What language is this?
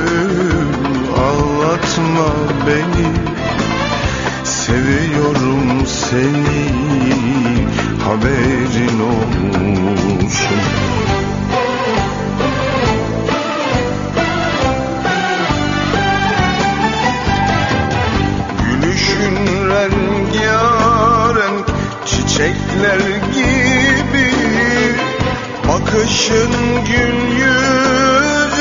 Turkish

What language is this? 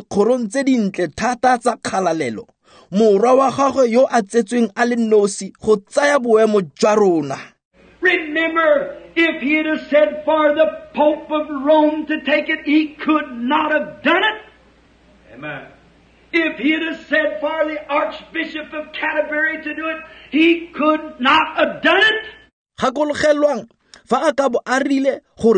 Tswana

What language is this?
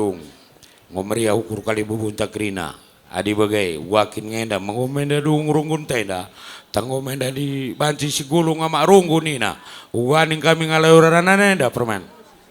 Batak Karo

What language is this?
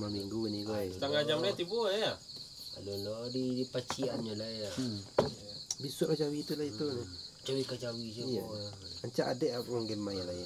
Minangkabau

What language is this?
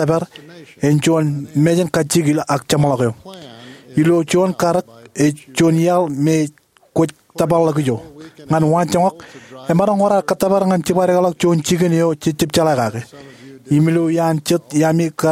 Marshallese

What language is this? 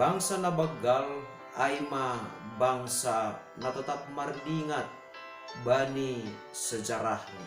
Batak Simalungun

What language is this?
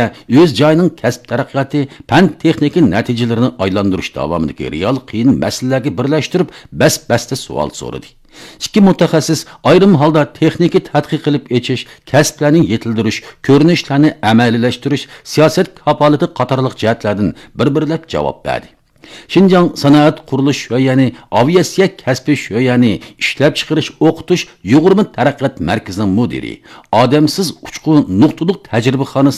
Uyghur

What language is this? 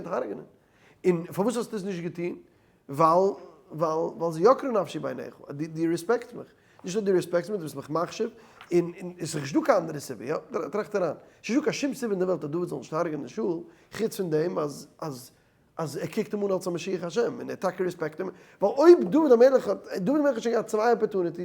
Yiddish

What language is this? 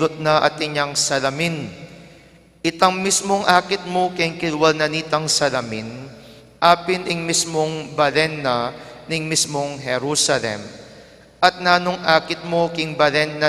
Pampanga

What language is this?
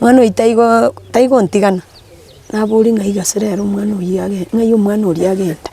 Gusii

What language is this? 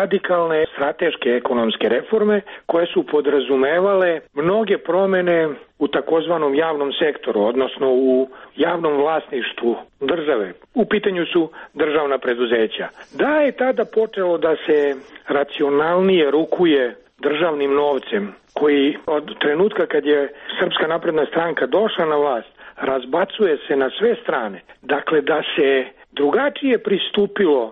Serbian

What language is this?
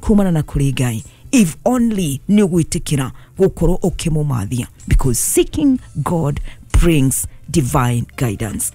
Kikuyu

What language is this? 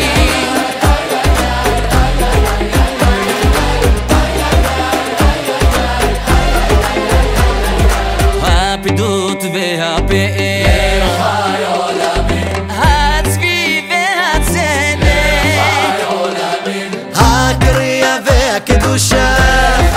Hebrew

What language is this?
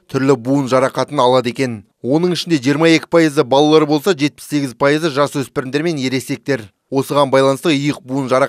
Kazakh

